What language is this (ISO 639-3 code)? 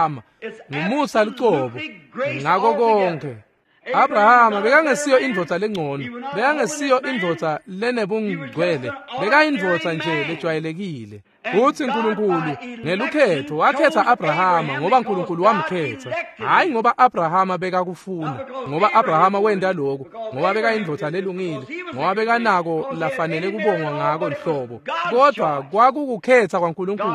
ssw